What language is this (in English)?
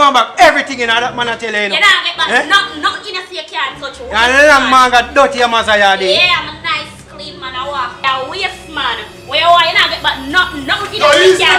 Jamaican Creole English